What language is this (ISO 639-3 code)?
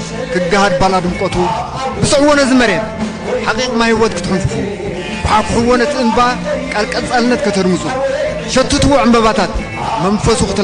tir